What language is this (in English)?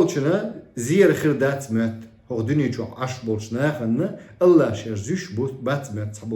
Chechen